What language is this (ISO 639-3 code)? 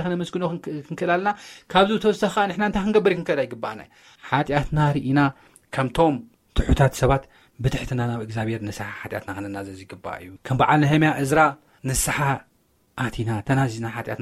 tir